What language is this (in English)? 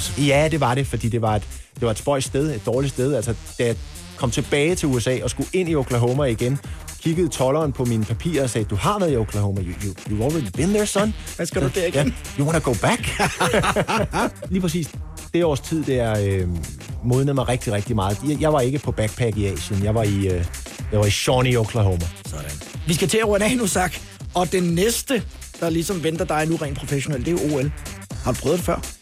Danish